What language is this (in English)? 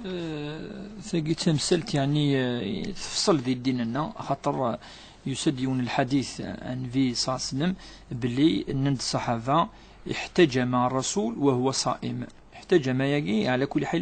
Kabyle